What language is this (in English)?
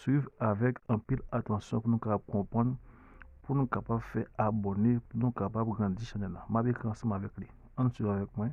Haitian Creole